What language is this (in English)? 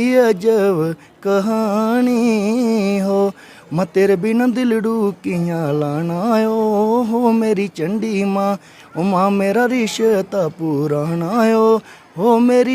Dogri